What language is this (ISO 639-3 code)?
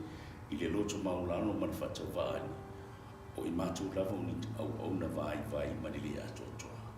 smo